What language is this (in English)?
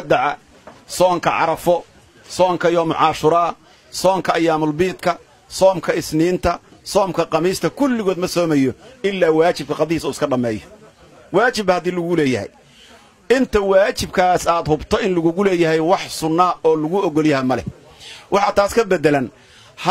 Somali